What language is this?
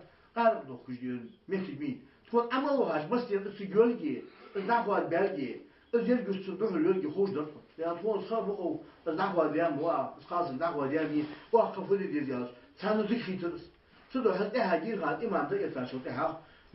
Ingush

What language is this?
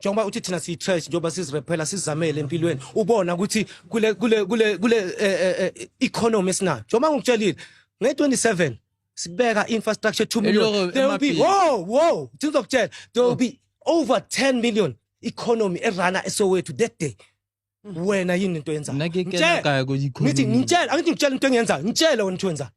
Zulu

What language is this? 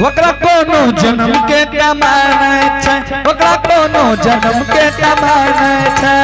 Angika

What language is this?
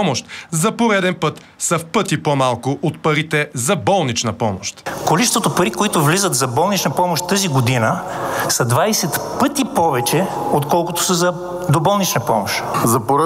Bulgarian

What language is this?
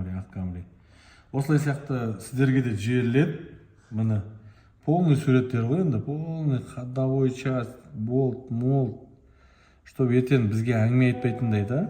Kazakh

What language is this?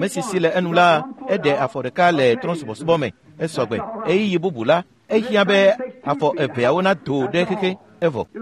Ewe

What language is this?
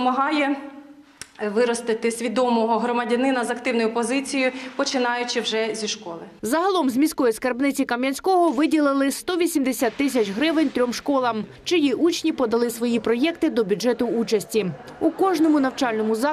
Ukrainian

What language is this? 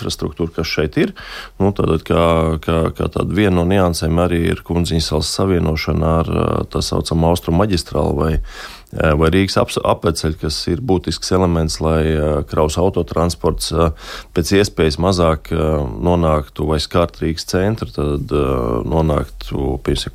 Latvian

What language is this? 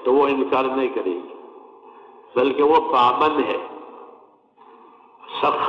Urdu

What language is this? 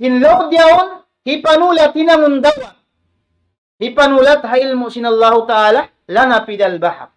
Tausug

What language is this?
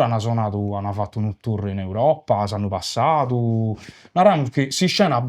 Sardinian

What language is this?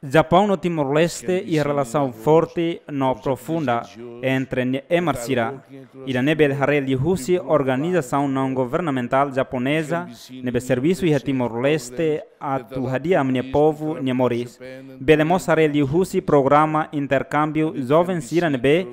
Tetum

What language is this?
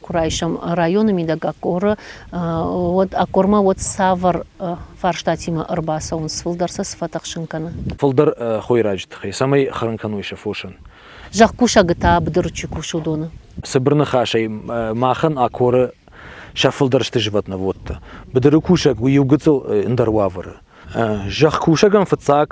Ossetic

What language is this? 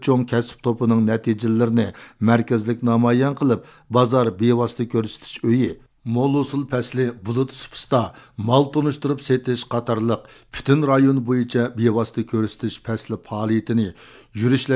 Uyghur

